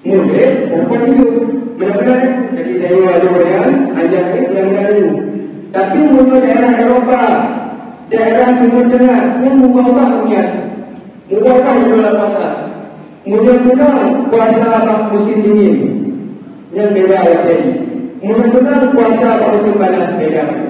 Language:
Achinese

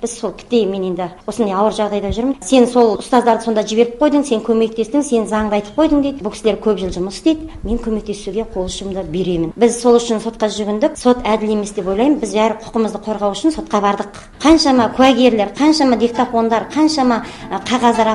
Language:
Kazakh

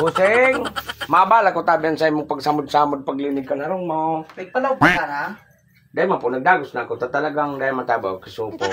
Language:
Bikol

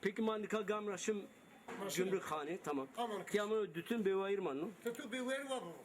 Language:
Zaza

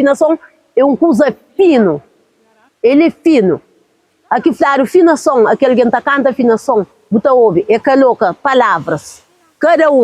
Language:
Kabuverdianu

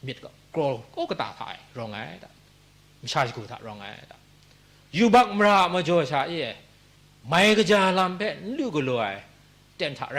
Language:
Kachin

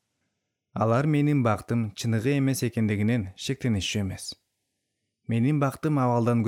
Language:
Kyrgyz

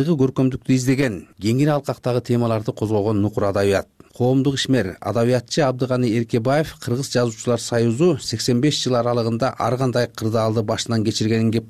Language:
Kyrgyz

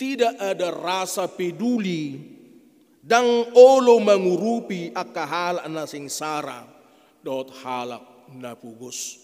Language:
Batak Toba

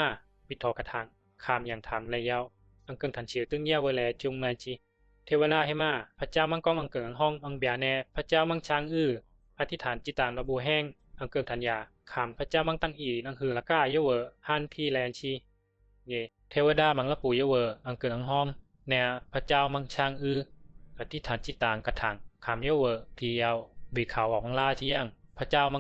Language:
Bisu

